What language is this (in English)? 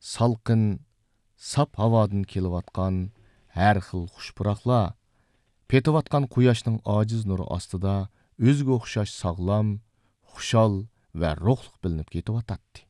Uyghur